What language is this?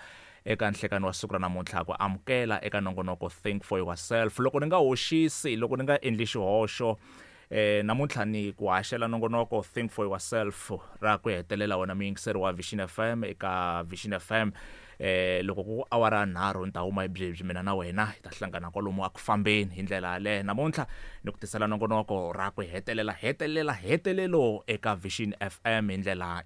Tsonga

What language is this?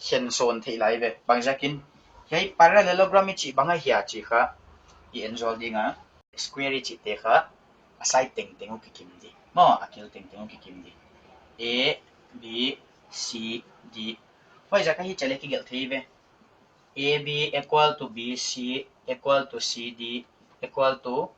Paite Chin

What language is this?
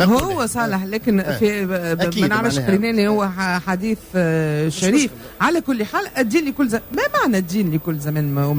Tunisian Arabic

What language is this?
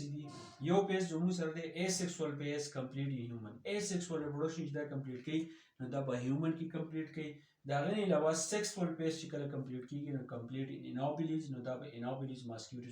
Pashto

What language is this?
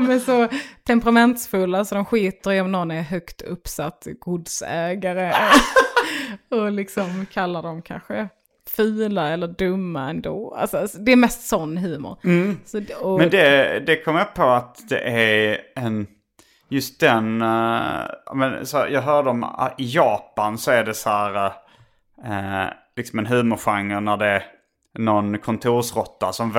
Swedish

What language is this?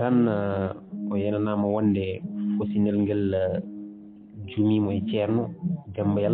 Fula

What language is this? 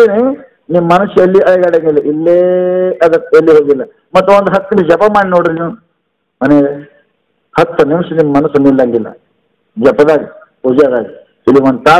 Kannada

